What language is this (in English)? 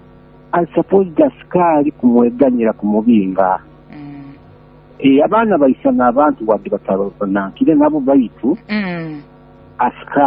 Nyoro